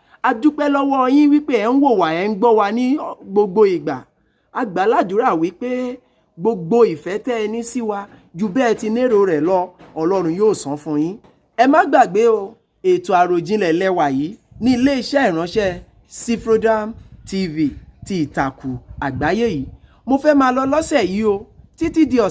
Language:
Yoruba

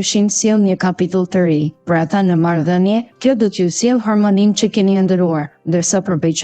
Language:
Albanian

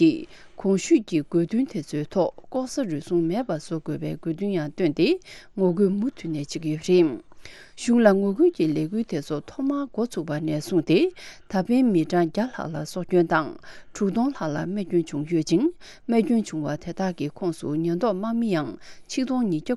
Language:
Tibetan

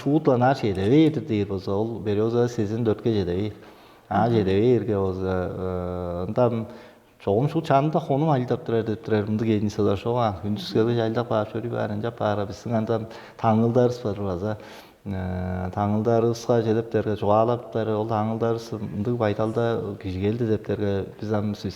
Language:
Tuvinian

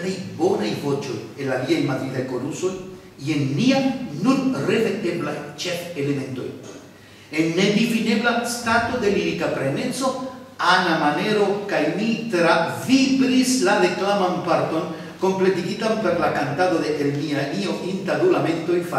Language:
Esperanto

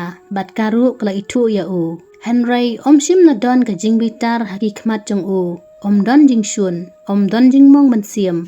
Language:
Khasi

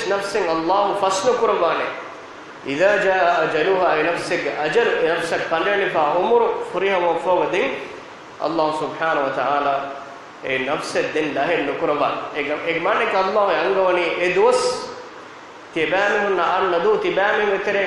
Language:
Divehi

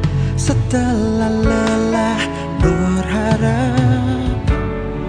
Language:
Indonesian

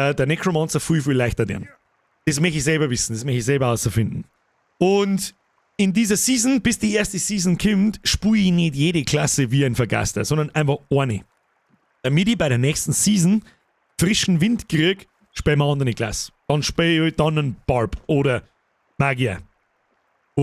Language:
Bavarian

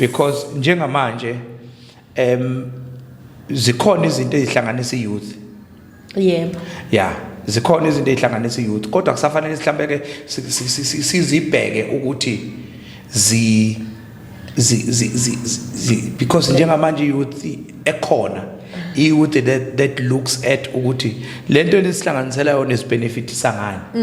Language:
Zulu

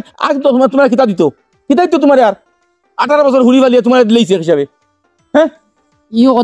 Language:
Sylheti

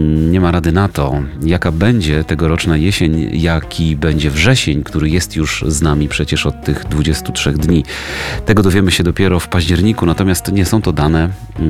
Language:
Polish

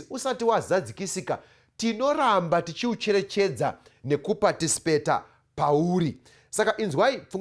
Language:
Shona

